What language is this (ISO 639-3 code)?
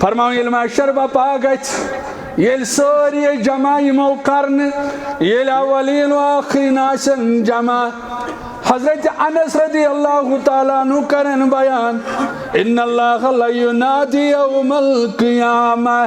kas